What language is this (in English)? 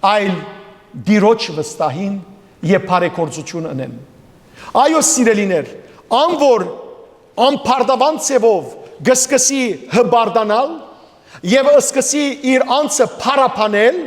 Western Armenian